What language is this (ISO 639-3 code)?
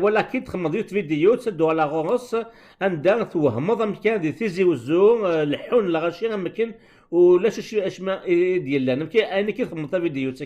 kab